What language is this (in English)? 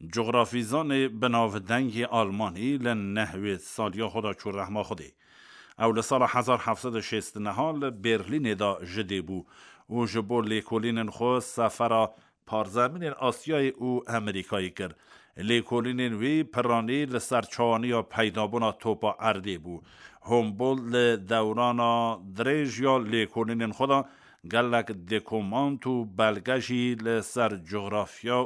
Kurdish